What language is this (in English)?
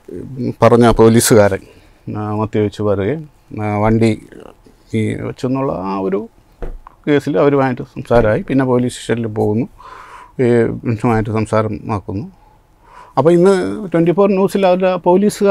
Malayalam